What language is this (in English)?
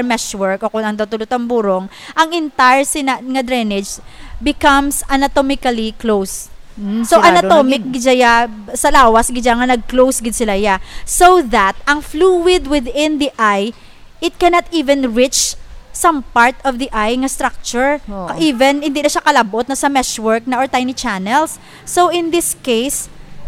Hiligaynon